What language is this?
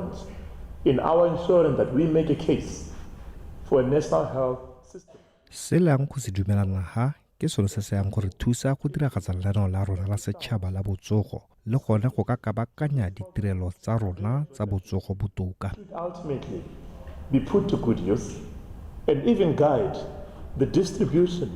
Tswana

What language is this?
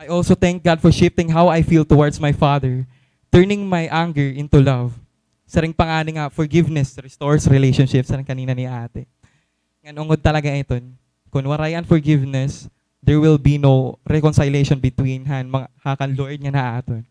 Waray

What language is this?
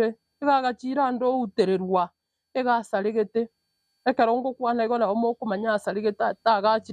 Gusii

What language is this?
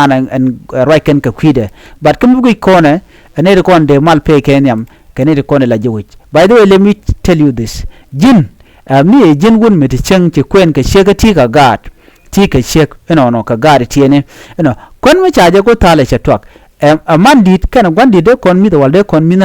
Nuer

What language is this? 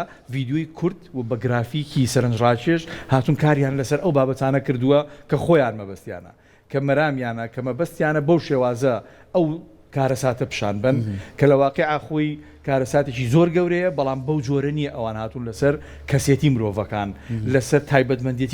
Central Kurdish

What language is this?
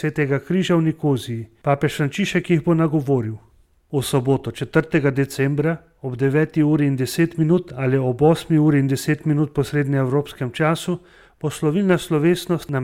Slovenian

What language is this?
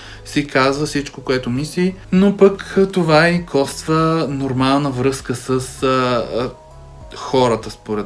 Bulgarian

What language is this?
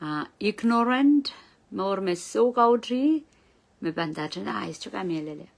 Pohnpeian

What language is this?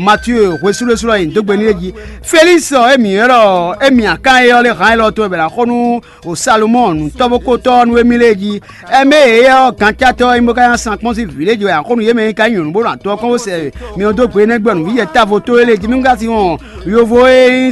Fon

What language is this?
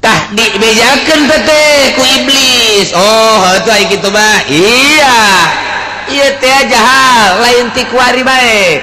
Sundanese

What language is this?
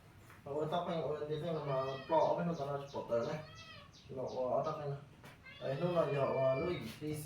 Hmong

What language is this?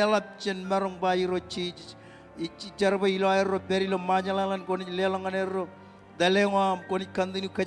Marshallese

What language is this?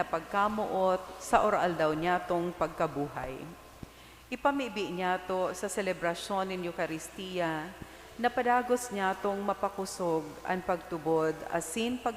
Bikol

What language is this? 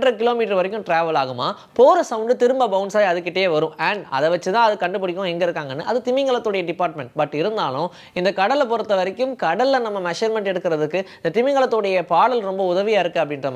Tamil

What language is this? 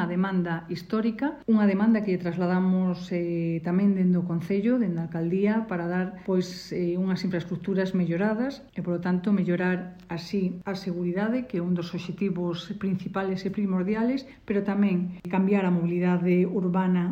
Galician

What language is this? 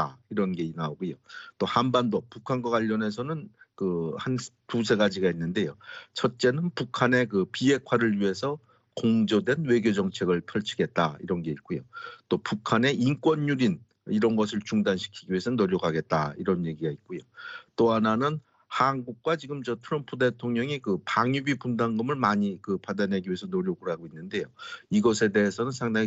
Korean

